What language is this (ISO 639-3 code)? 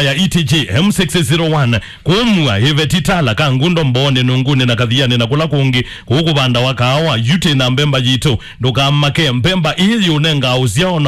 kam